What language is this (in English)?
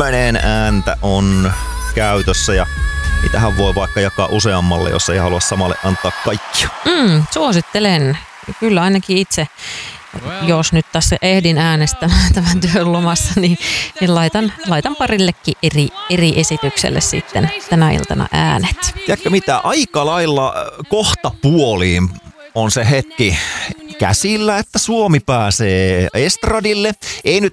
Finnish